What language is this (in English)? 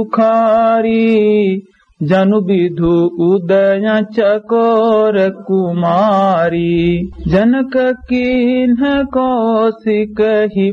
Awadhi